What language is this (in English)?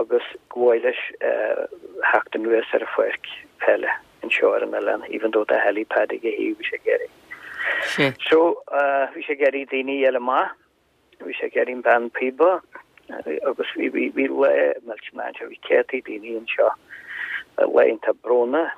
Irish